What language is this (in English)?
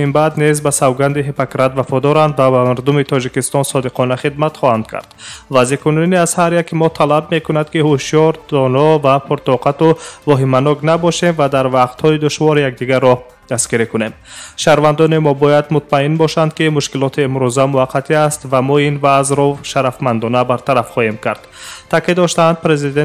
Tajik